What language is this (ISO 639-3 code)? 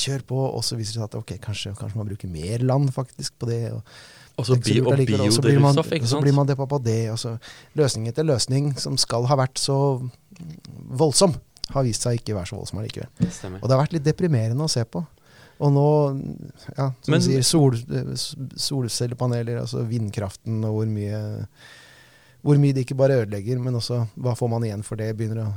nor